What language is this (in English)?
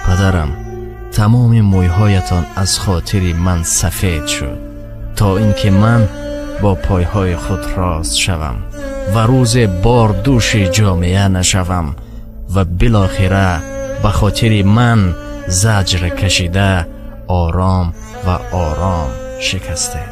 Tajik